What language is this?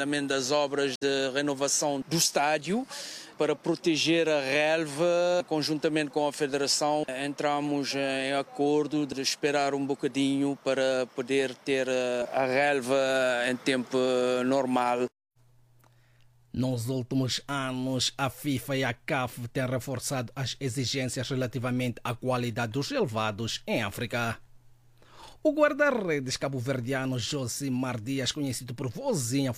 Portuguese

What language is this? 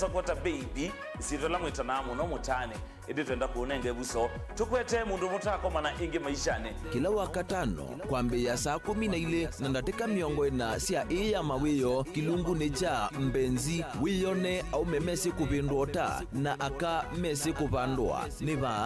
Kamba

